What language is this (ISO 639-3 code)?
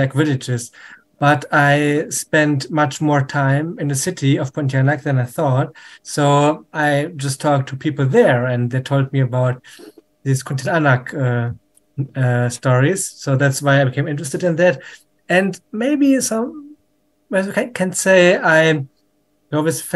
eng